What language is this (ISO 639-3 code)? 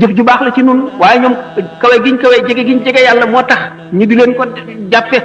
wol